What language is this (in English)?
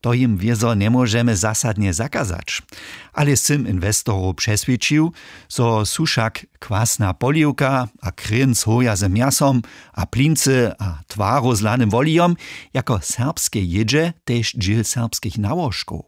Upper Sorbian